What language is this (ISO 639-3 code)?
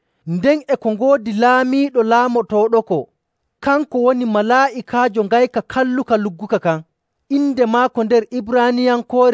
fuv